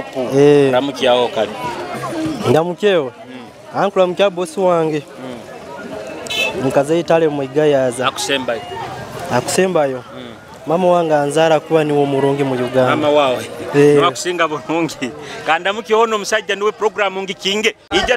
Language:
Nyoro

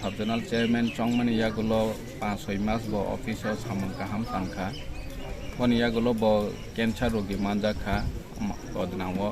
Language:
Kok Borok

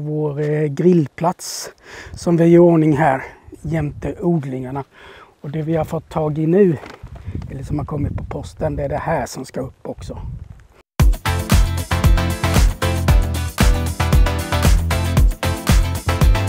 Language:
Swedish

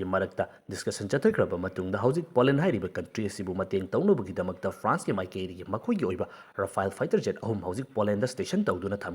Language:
Manipuri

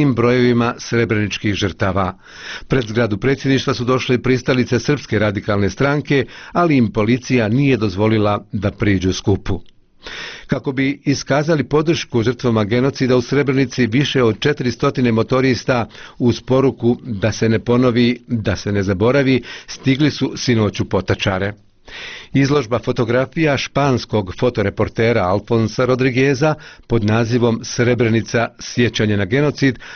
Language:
Bosnian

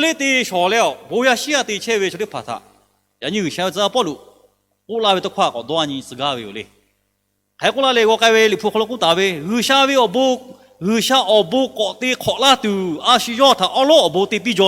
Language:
Lahu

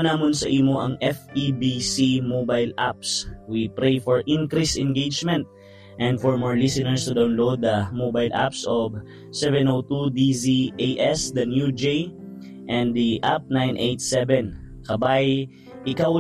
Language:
Hiligaynon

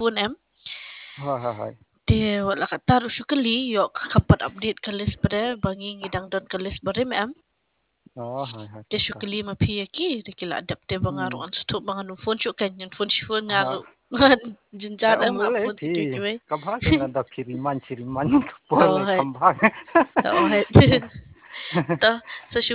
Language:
Khasi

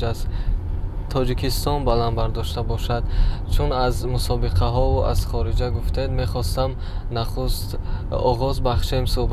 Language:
Tajik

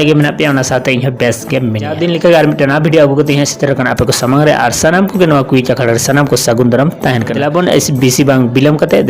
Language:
Santali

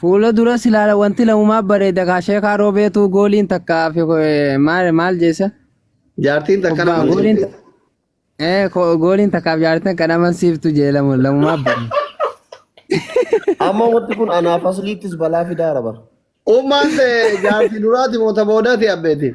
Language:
Oromo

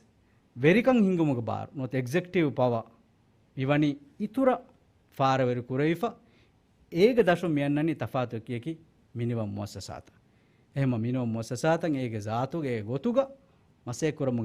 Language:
Divehi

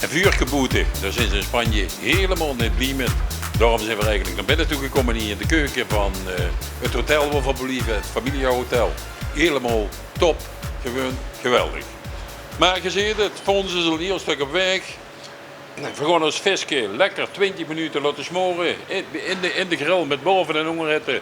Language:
Limburgish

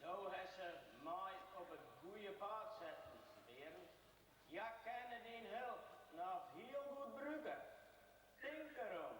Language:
Western Frisian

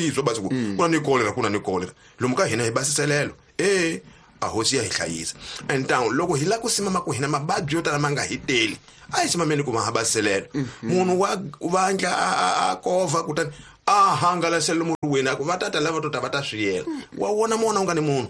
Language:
Tsonga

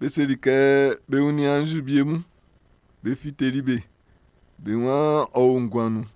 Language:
Baoulé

